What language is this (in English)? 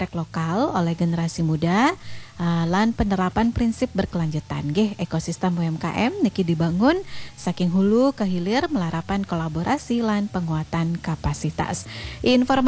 Balinese